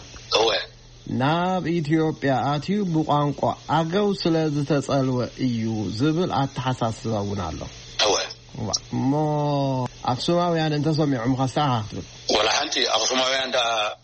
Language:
Tigrinya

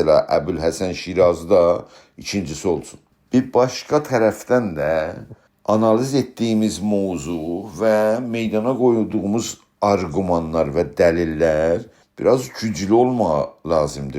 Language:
South Azerbaijani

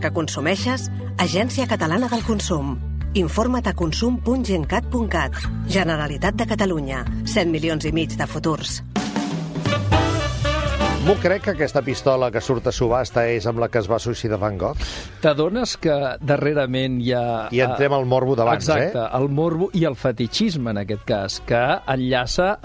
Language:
Catalan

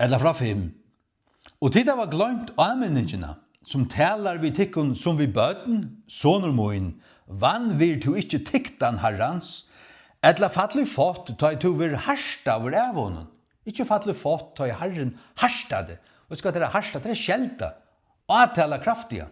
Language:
Faroese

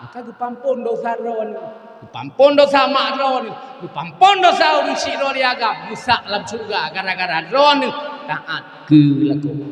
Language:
Achinese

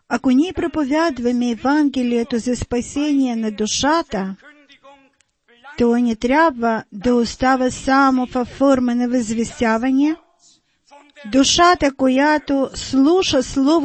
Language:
Bulgarian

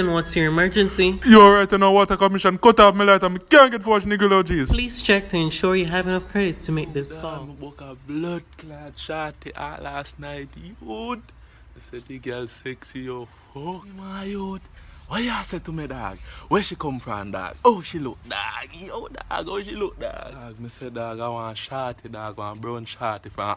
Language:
Jamaican Creole English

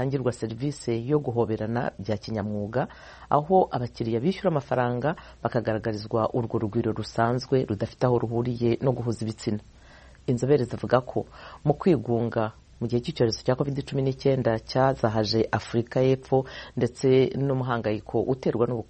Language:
Kinyarwanda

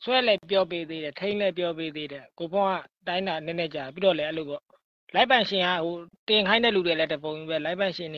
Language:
Burmese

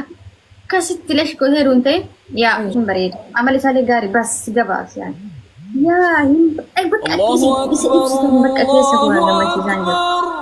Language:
Oromo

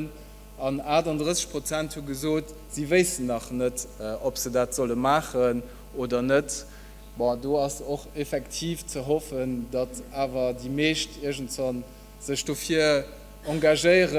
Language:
Luxembourgish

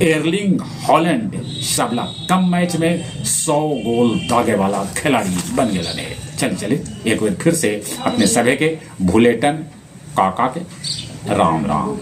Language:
Magahi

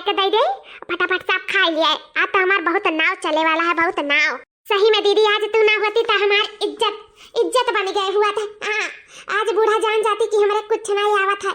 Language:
Awadhi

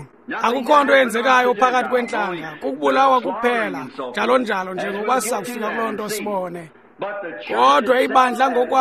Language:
Xhosa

